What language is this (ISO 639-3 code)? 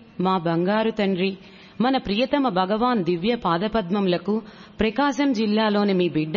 tel